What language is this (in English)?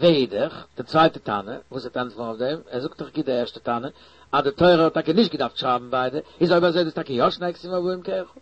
Yiddish